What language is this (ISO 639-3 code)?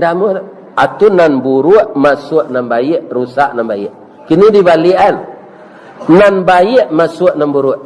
min